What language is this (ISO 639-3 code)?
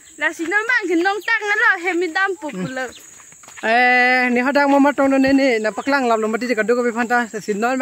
mjw